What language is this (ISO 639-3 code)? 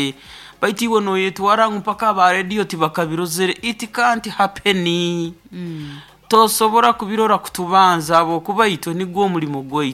nyo